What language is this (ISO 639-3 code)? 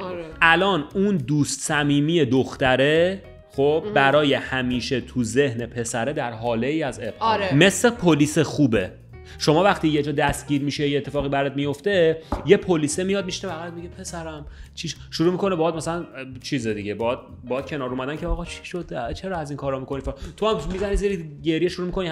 fas